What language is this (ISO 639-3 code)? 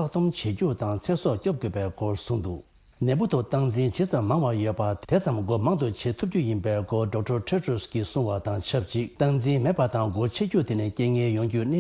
bod